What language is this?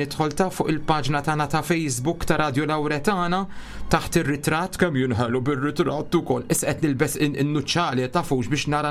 Maltese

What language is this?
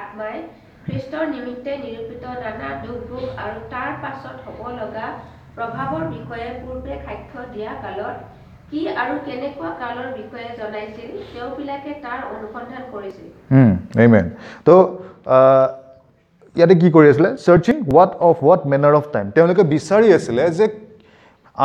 Assamese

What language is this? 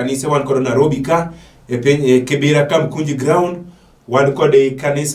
Luo (Kenya and Tanzania)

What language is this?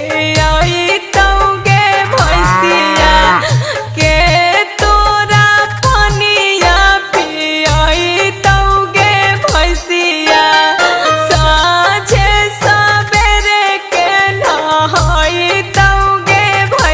Magahi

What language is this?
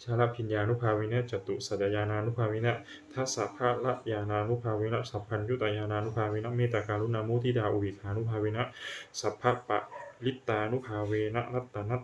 Pali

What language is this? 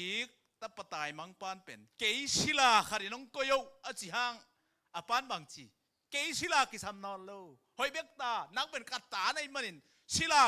Tedim Chin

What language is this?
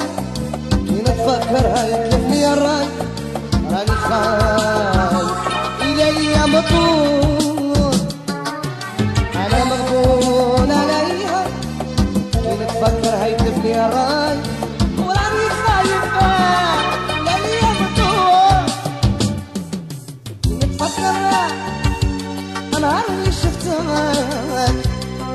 Algerian Arabic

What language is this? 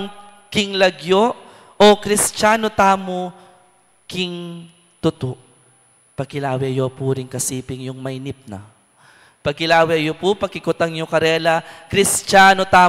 Pampanga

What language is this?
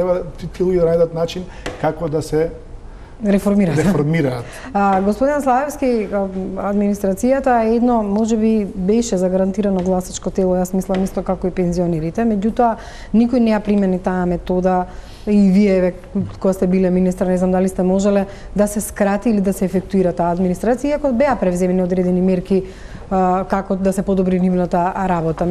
Macedonian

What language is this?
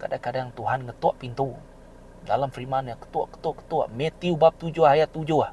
Iban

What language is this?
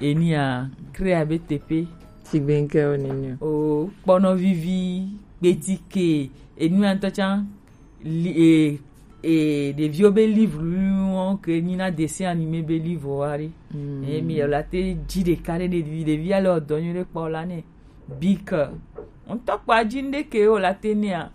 Gen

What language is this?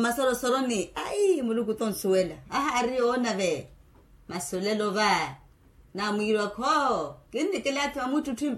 Makhuwa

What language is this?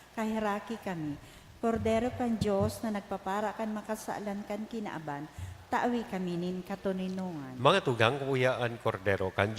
Bikol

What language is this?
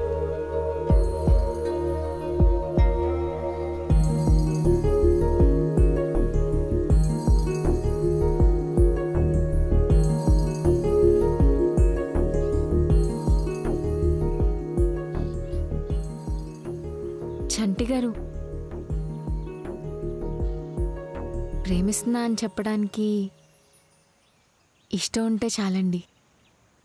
Telugu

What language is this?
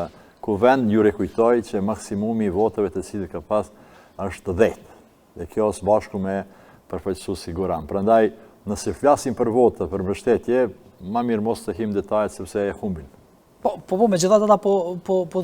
Albanian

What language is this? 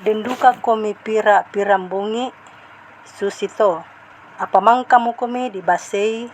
Toraja-Sa'dan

